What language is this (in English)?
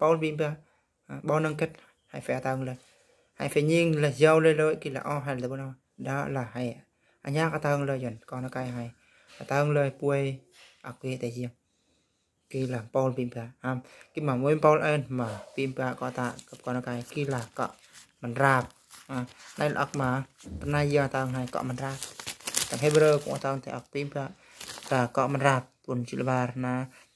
Eastern Bru